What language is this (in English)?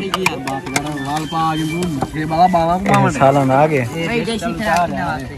Saraiki